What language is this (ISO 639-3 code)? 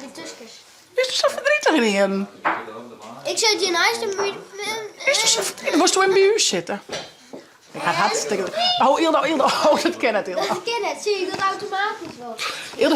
fry